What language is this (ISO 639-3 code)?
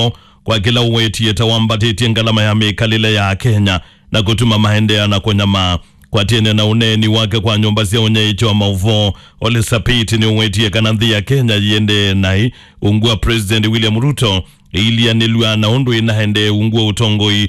kam